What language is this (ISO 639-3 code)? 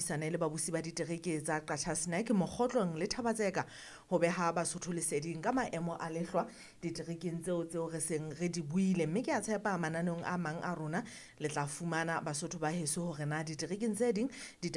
sot